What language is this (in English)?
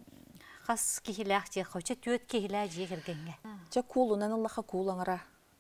Yakut